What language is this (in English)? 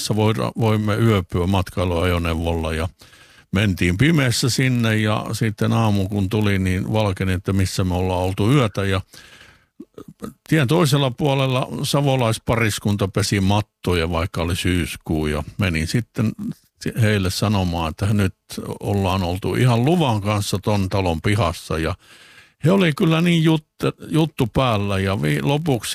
Finnish